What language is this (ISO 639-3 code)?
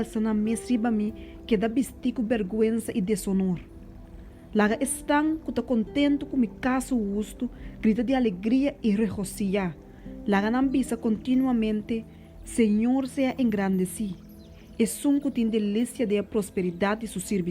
pap